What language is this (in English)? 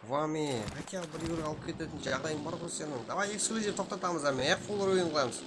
Kara-Kalpak